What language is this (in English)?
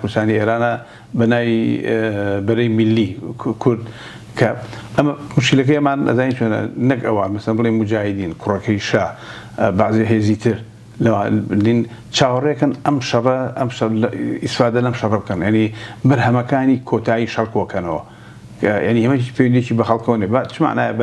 Central Kurdish